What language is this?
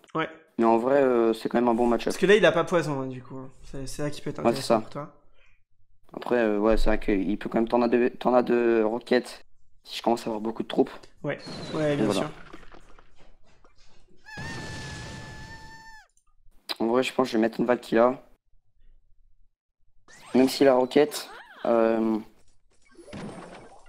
French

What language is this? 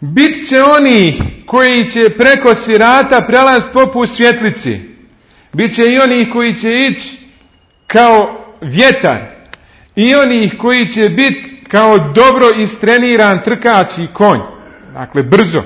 Bosnian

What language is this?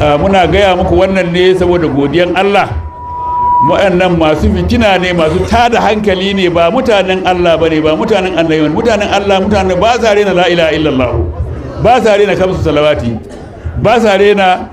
Hausa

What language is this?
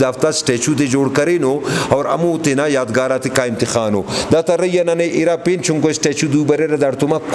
Brahui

